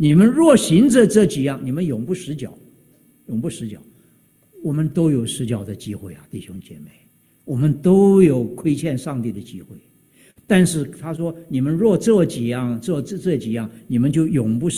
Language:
Chinese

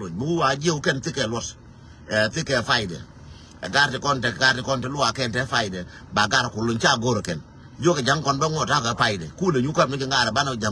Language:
Nuer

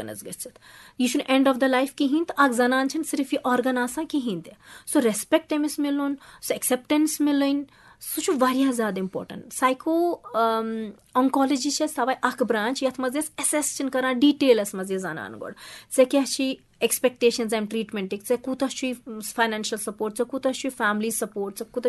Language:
Kashmiri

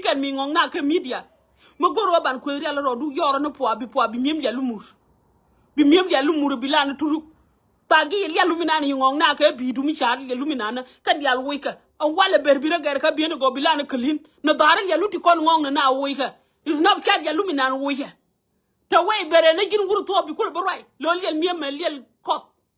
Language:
Nuer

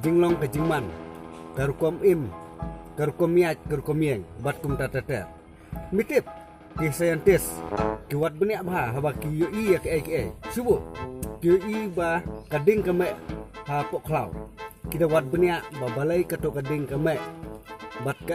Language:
Khasi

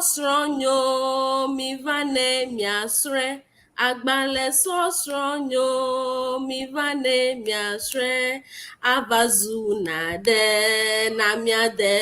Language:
Ewe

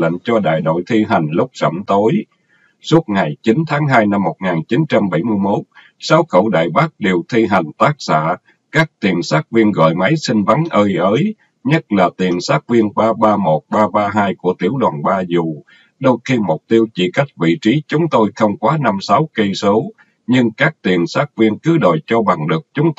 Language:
Vietnamese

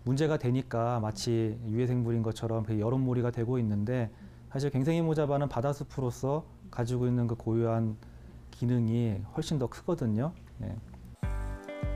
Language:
Korean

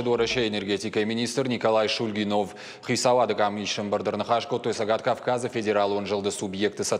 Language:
Ossetic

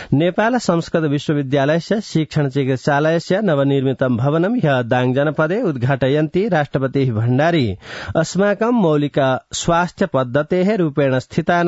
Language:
Sanskrit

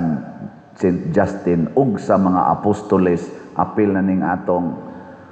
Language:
Cebuano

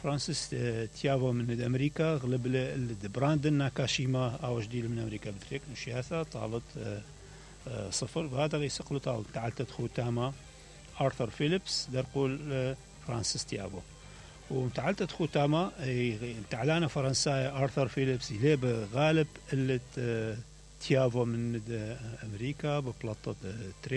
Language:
Mesopotamian Arabic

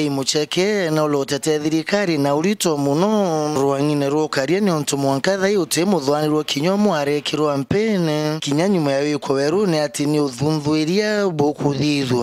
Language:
Meru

